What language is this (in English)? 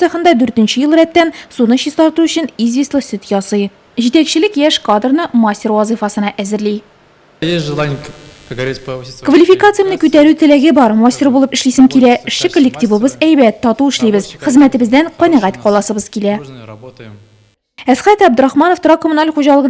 Tatar